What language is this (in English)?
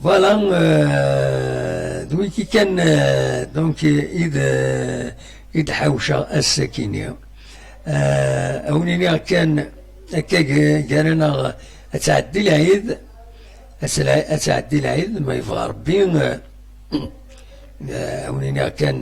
Kabyle